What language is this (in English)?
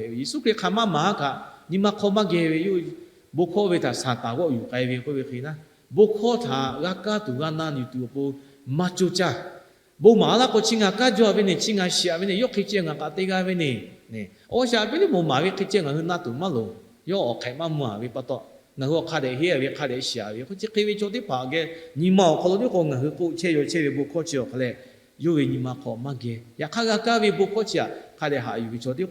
Lahu